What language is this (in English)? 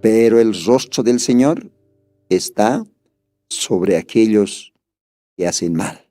Aymara